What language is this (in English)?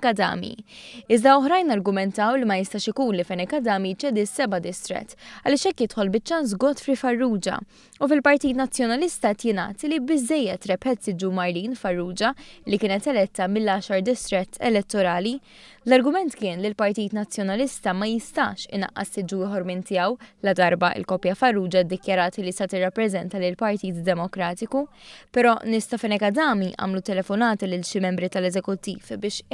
Maltese